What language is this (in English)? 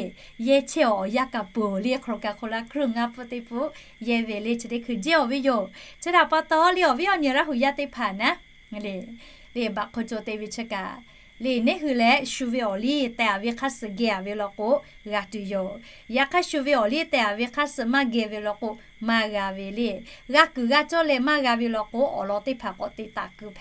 Lahu